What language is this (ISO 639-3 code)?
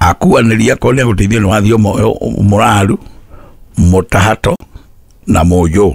kik